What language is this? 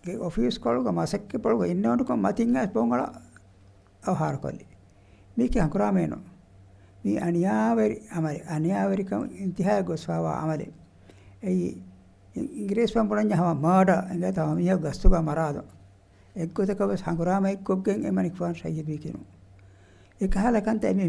Divehi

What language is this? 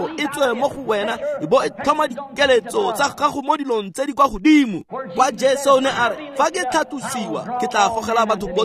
Tswana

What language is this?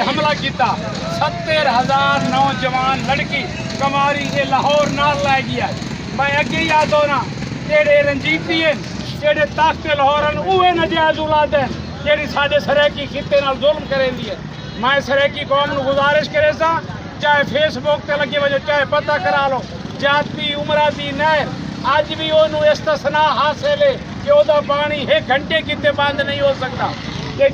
Saraiki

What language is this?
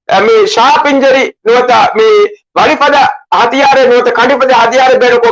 Divehi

